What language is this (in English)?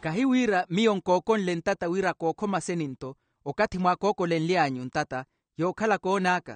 Makhuwa